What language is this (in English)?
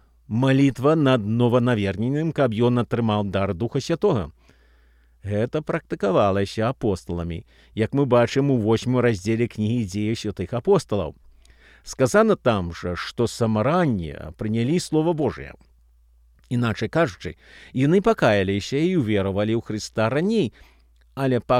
Belarusian